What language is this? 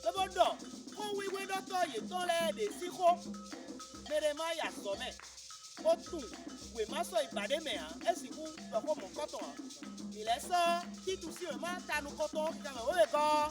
Fon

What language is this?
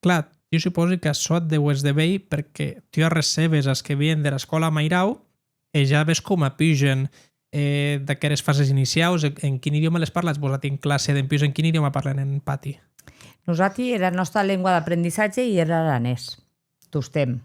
Occitan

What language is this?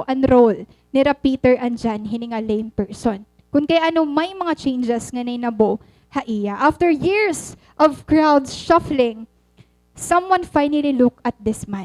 Waray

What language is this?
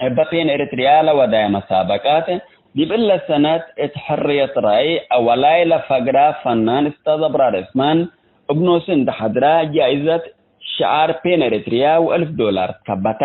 Tigre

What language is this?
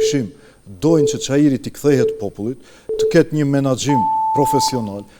Albanian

